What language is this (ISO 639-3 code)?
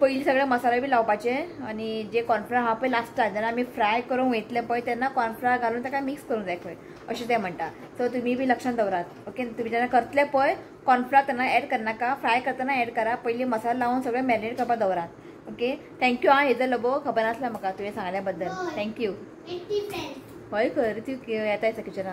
kok